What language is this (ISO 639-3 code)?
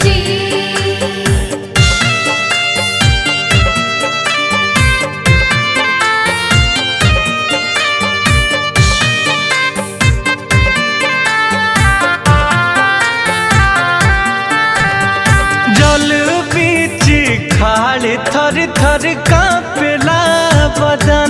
bho